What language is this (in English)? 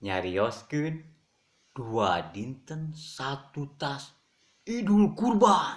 Sundanese